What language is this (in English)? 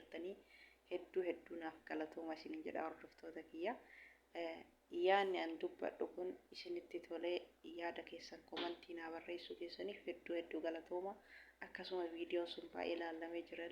Oromo